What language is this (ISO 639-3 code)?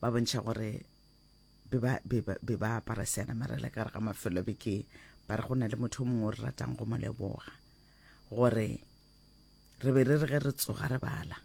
nso